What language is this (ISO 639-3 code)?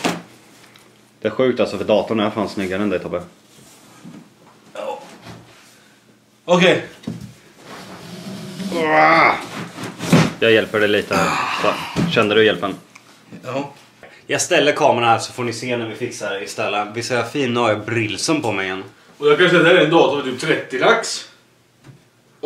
swe